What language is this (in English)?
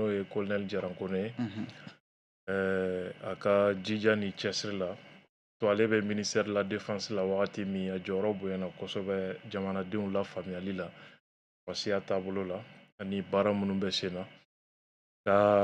Bambara